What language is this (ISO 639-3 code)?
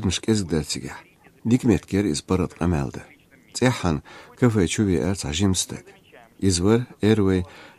che